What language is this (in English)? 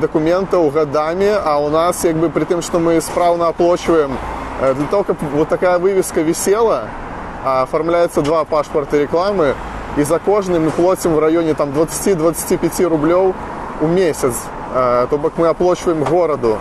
Belarusian